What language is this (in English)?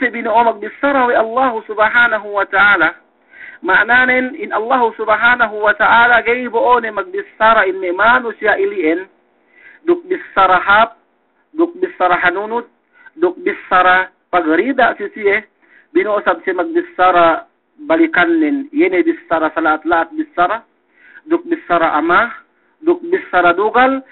Yakan